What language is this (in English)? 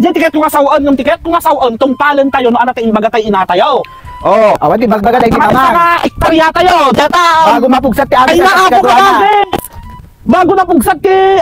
Iloko